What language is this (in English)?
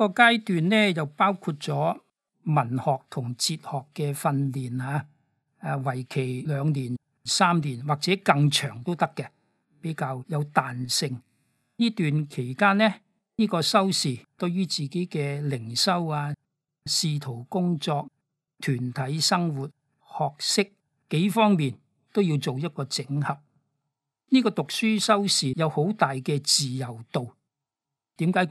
Cantonese